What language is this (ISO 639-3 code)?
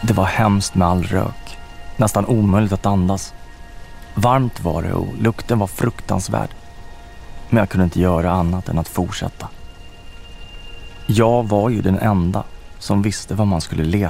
swe